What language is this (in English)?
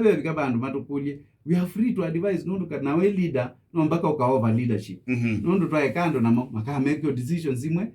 Kamba